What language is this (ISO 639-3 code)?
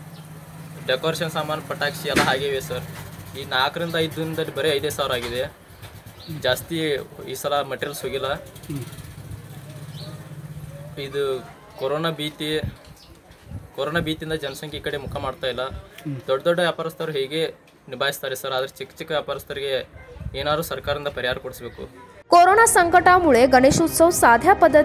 kan